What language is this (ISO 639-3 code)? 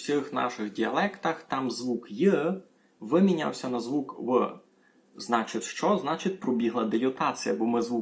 rue